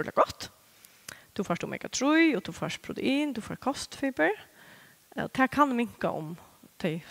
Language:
Faroese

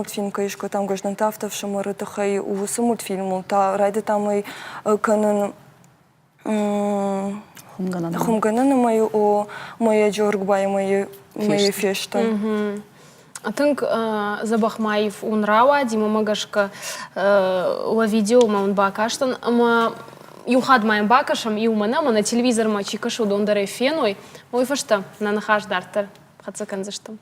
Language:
Ossetic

